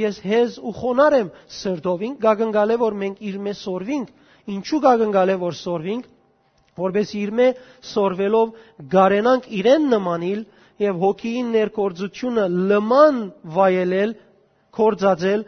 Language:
Western Armenian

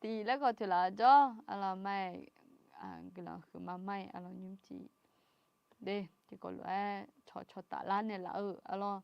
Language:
Akha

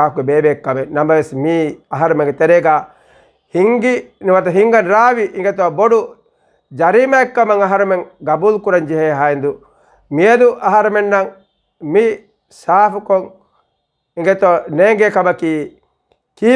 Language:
Divehi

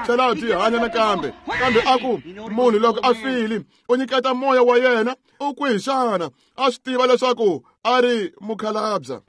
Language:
Tsonga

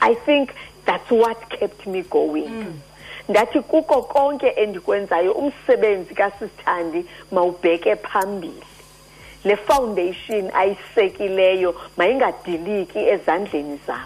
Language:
Xhosa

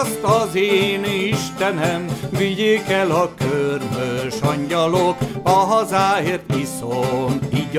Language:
Hungarian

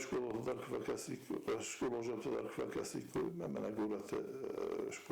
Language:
Ossetic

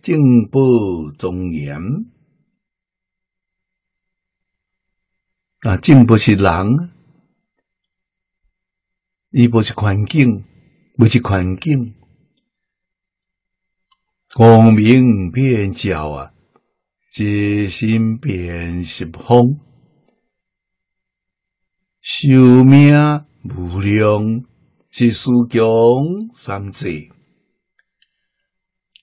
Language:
Min Nan Chinese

